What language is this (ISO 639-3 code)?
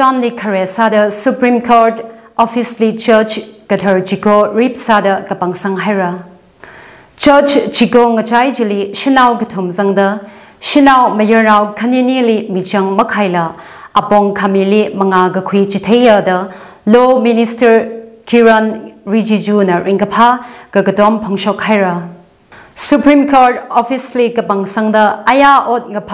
nmf